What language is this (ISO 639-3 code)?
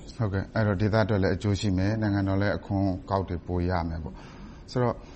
mya